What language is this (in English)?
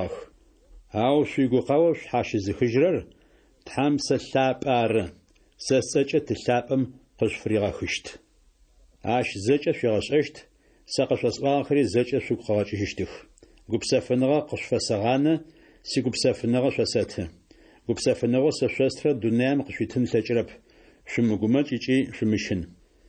Adyghe